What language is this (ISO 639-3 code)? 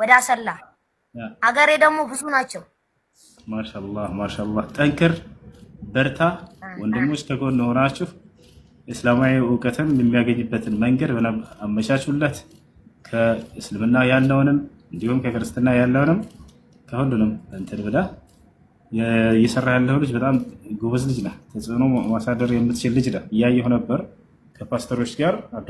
amh